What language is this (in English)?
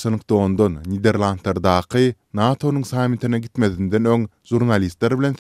Turkmen